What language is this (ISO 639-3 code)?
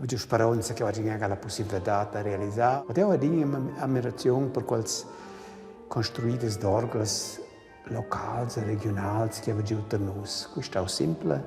roh